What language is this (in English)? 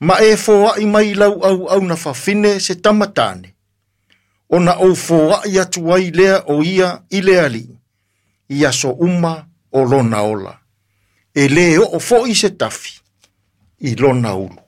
Samoan